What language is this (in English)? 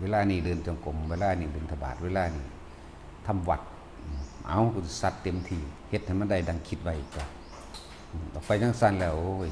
Northeastern Thai